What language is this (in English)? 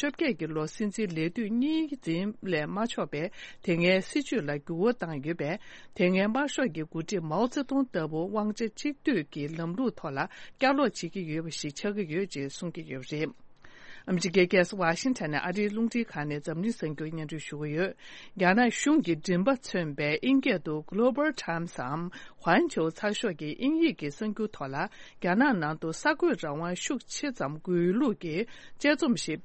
Tibetan